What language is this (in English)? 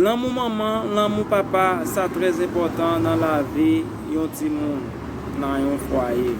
Haitian Creole